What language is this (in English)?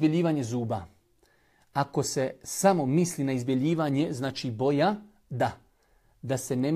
Bosnian